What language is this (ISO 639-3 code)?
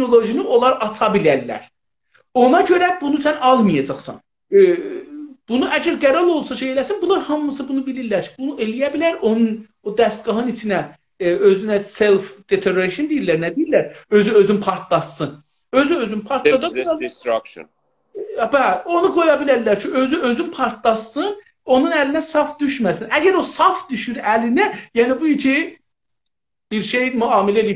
azb